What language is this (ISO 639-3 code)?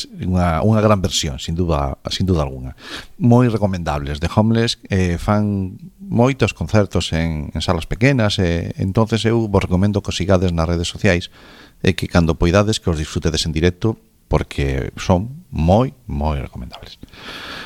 glg